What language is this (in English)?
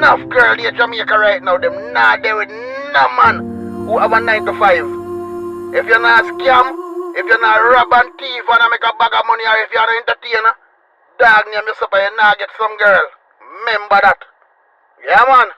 Jamaican Creole English